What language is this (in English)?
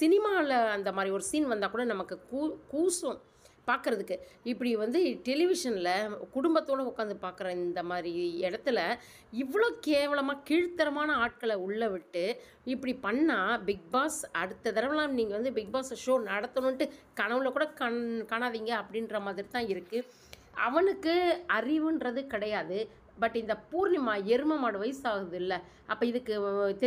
Tamil